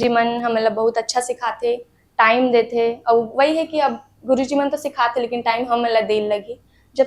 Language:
Chhattisgarhi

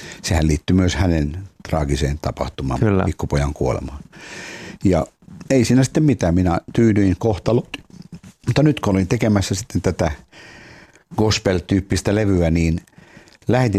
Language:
Finnish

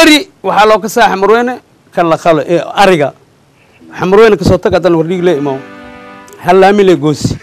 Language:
Somali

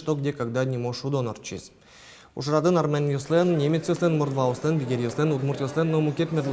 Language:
Udmurt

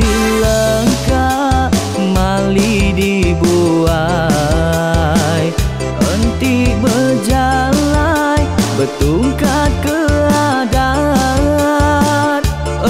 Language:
Iban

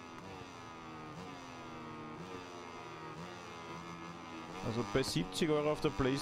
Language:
German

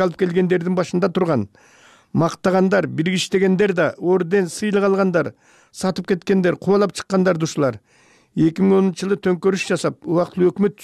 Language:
Kyrgyz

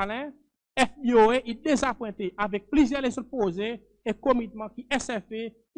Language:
Seselwa Creole French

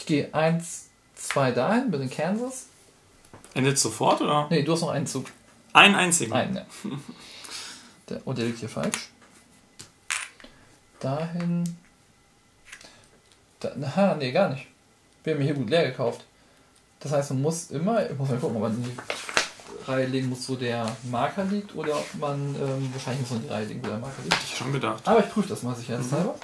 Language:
German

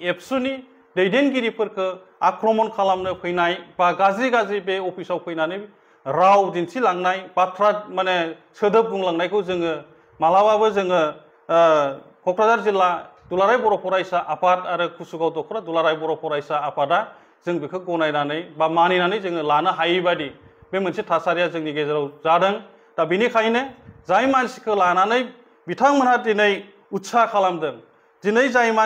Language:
Bodo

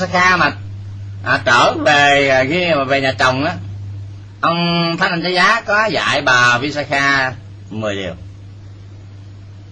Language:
Vietnamese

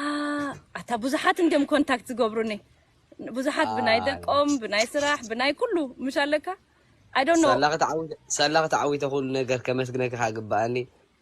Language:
Tigrinya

